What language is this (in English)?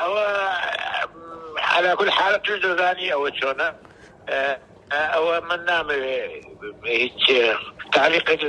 Central Kurdish